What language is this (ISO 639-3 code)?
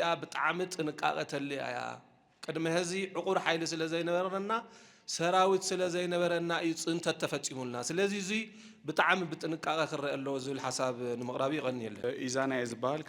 tir